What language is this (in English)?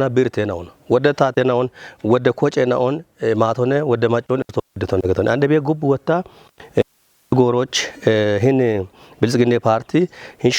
Kafa